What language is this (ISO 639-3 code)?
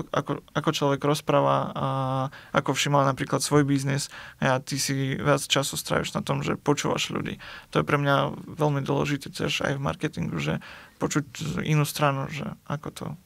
slk